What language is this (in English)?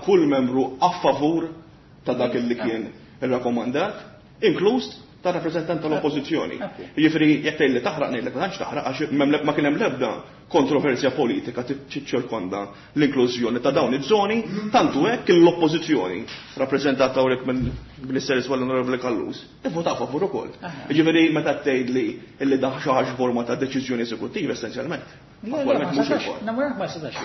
Maltese